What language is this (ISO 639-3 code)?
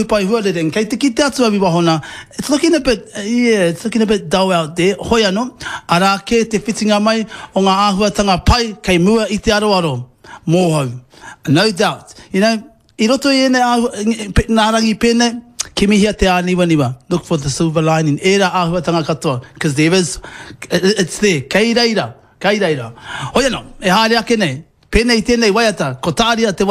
mri